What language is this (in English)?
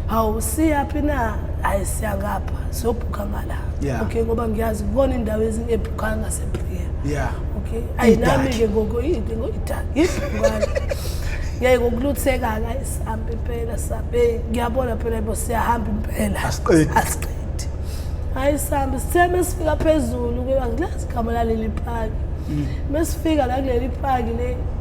Zulu